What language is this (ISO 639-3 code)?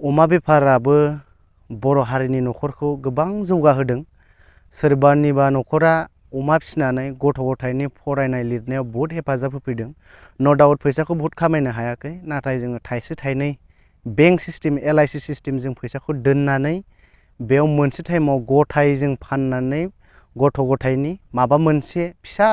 brx